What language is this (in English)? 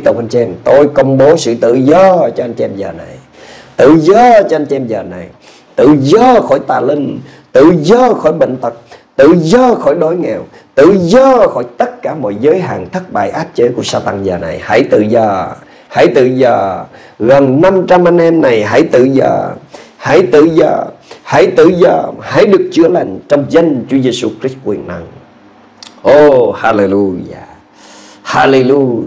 Vietnamese